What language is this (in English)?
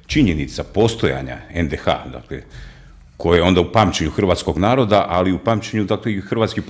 Croatian